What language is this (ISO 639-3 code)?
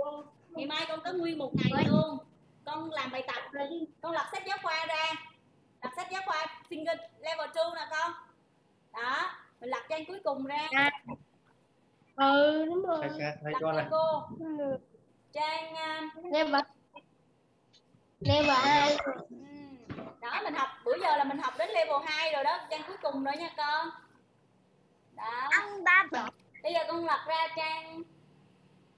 vie